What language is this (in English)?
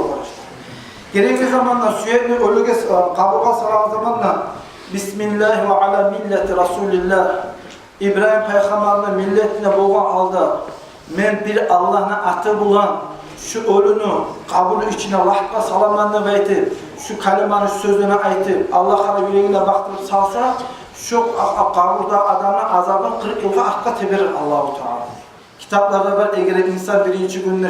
Kumyk